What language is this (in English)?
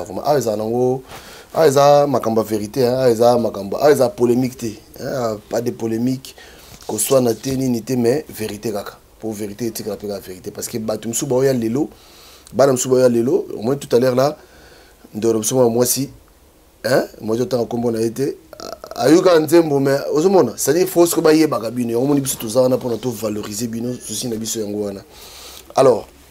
Lingala